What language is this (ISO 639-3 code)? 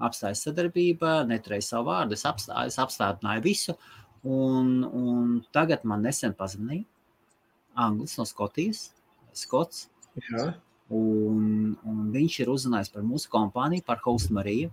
lav